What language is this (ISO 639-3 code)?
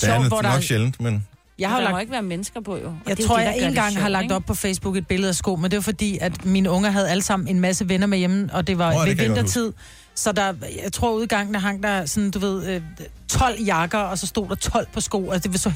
dan